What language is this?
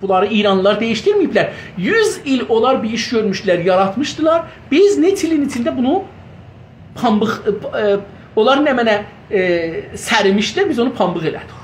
South Azerbaijani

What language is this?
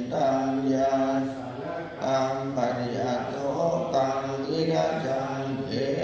Pali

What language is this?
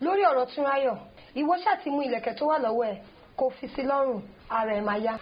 Yoruba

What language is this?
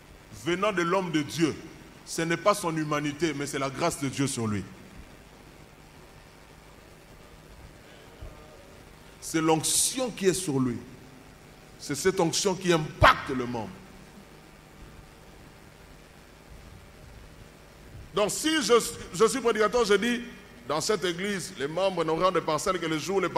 French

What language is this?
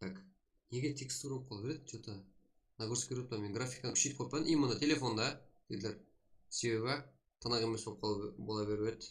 Kara-Kalpak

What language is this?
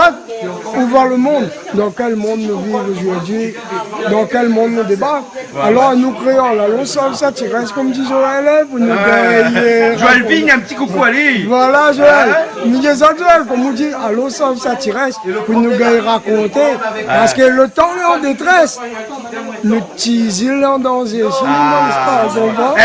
Réunion Creole French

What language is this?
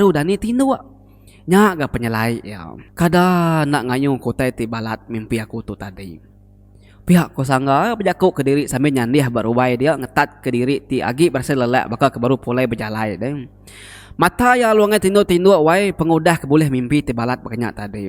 Iban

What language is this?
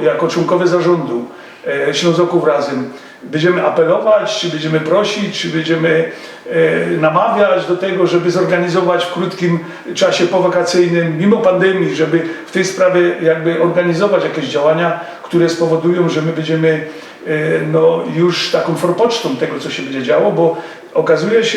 Silesian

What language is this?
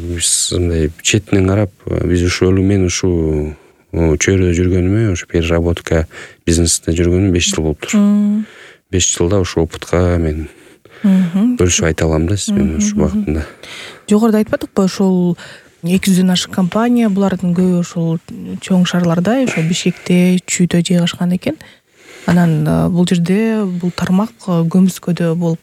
Kyrgyz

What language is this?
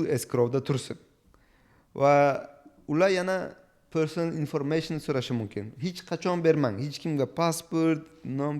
Uzbek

